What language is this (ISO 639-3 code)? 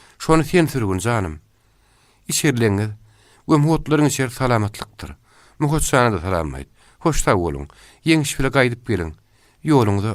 tuk